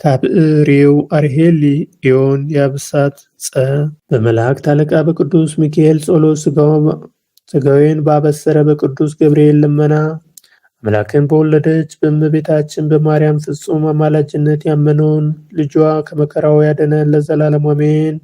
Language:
Amharic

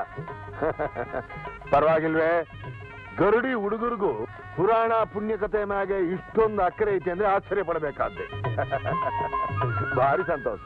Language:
Kannada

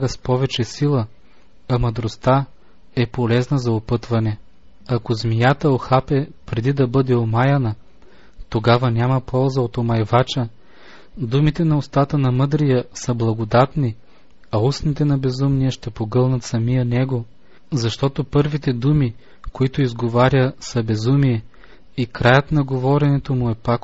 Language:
Bulgarian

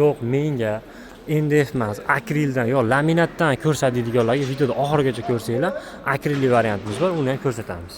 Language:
Uzbek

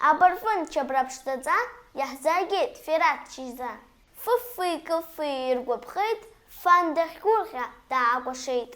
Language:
Abkhazian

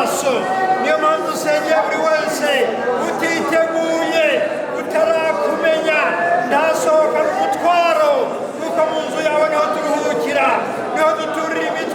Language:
Kinyarwanda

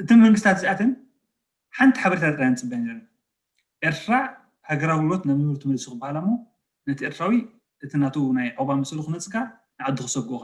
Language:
Tigrinya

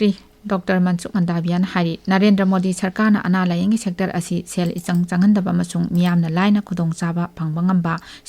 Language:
Manipuri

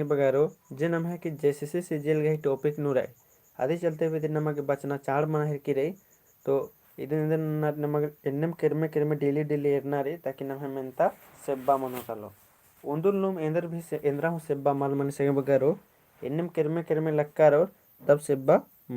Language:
Kurukh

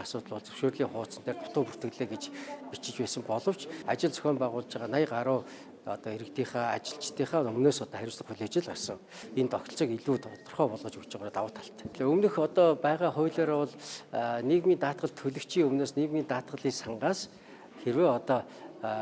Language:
Mongolian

